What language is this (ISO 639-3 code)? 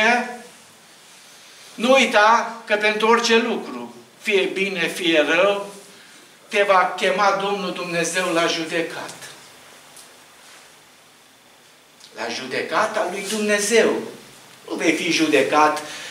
ron